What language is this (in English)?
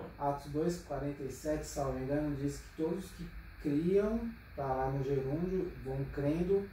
Portuguese